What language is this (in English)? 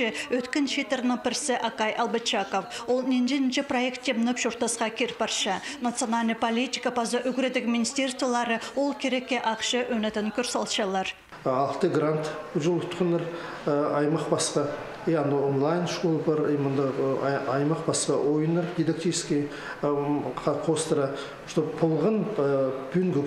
Khakas